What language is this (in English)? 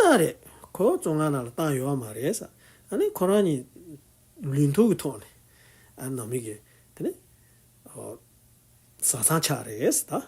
Tibetan